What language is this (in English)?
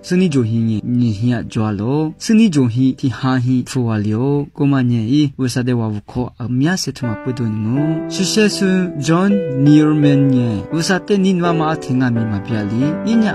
Lisu